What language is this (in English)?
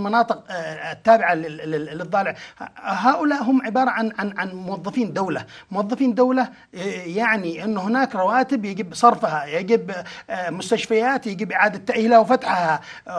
Arabic